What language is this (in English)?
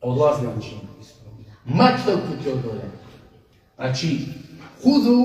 Balkan Romani